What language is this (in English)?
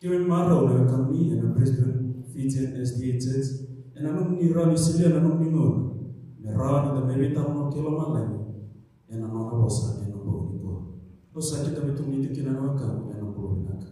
Fijian